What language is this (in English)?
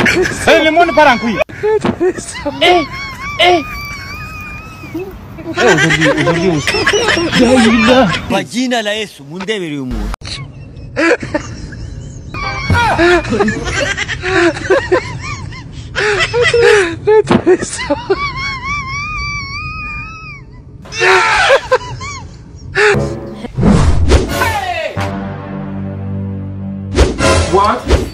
Kinyarwanda